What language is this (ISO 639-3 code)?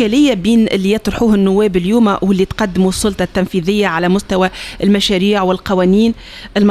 aeb